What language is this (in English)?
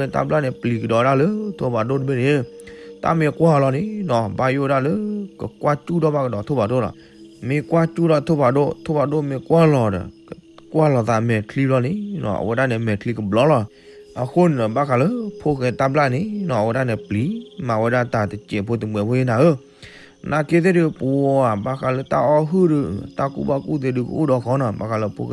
S'gaw Karen